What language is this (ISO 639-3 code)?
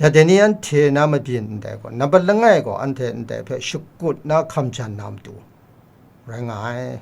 kac